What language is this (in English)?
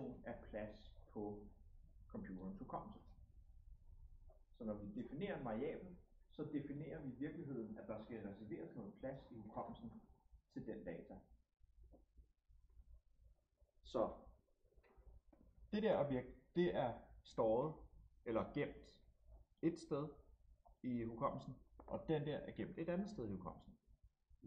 Danish